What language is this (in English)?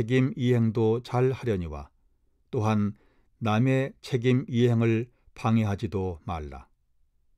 Korean